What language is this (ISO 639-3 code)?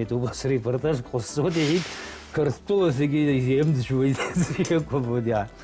abk